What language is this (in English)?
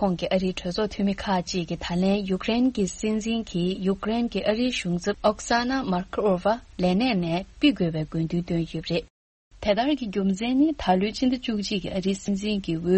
Tibetan